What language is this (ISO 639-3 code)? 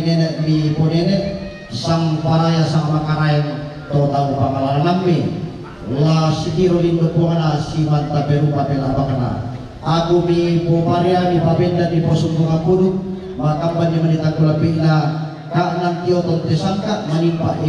sda